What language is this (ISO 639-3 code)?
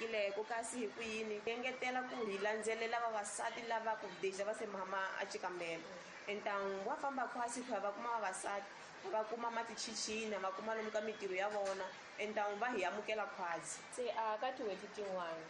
tso